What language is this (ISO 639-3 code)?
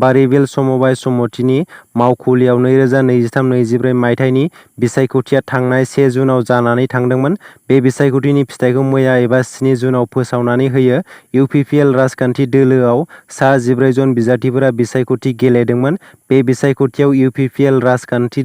brx